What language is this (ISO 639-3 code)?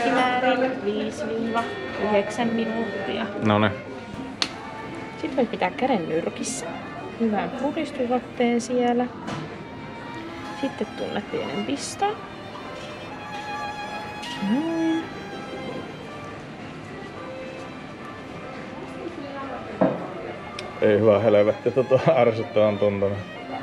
fin